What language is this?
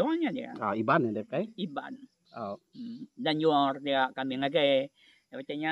Iban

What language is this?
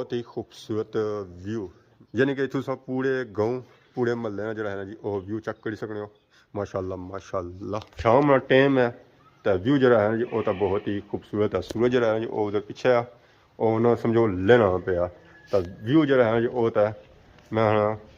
Pahari-Potwari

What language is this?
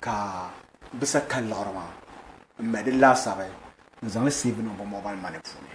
Dagbani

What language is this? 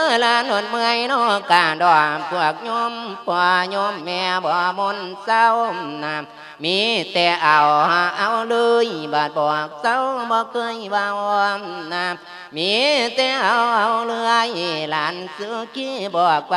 Lao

